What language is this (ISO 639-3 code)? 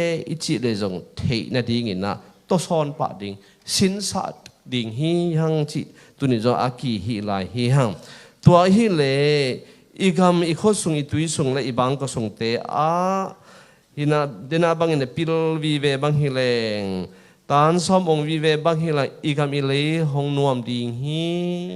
ctd